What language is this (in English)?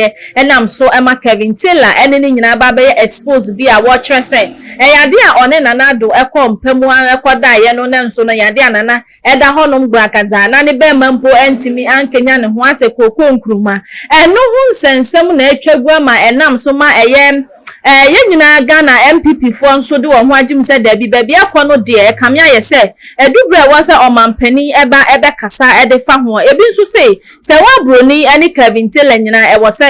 Akan